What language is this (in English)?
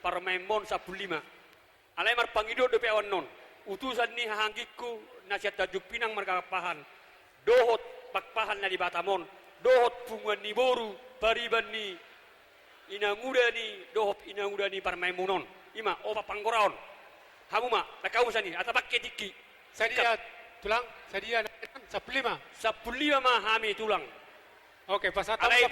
Batak Toba